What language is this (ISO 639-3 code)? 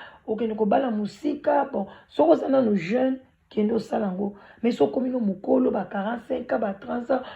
lin